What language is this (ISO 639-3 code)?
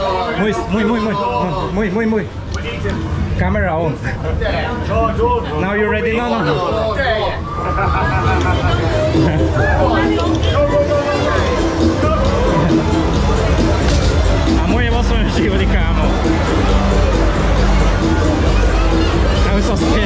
slk